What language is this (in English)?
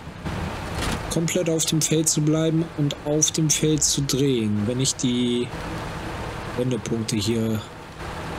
German